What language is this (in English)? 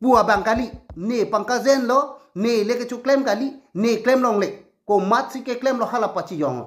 Karbi